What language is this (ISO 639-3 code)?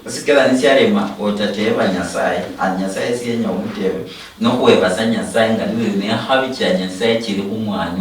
luy